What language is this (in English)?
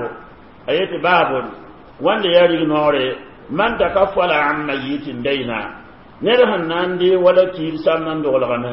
Mossi